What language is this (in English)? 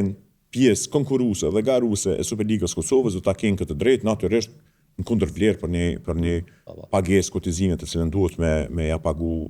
Albanian